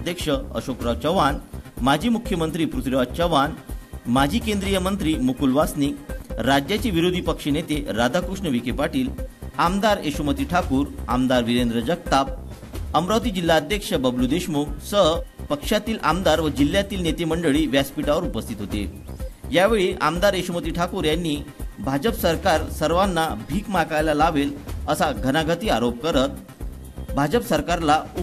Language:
Marathi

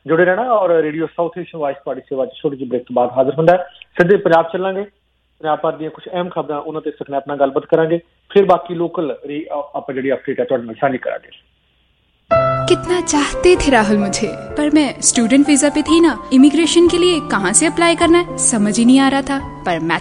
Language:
Punjabi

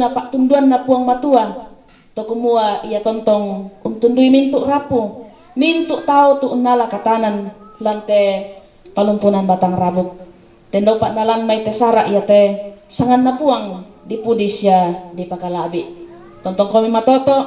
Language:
Toraja-Sa'dan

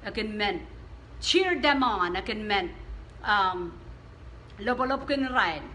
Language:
Pohnpeian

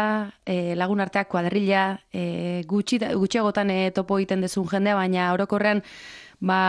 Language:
Basque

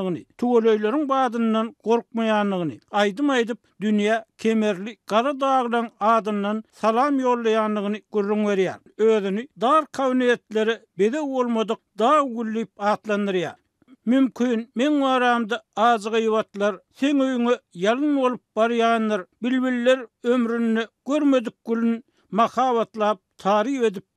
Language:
Turkmen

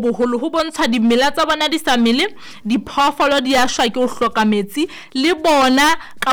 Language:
Southern Sotho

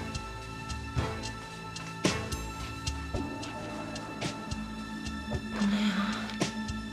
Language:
Turkish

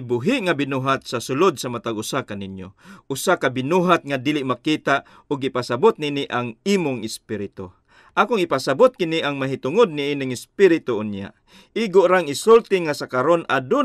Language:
Cebuano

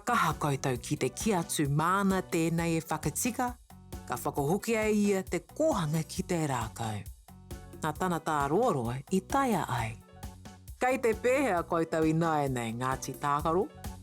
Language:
Māori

